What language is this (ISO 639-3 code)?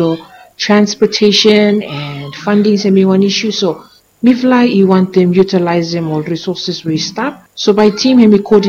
bis